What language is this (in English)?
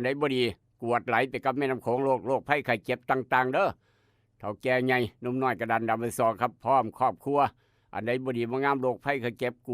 Northeastern Thai